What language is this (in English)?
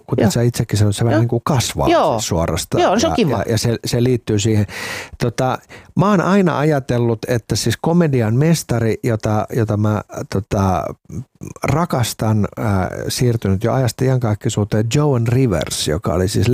Finnish